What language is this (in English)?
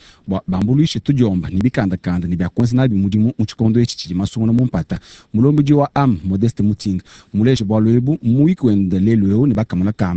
Luba-Lulua